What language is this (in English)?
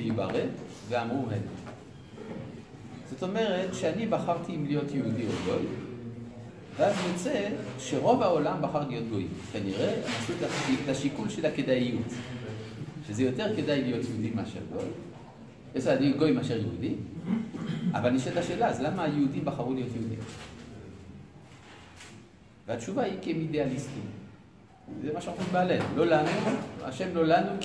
Hebrew